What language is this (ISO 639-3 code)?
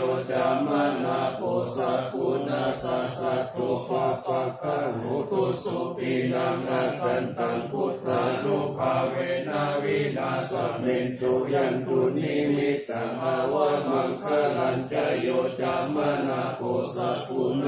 pli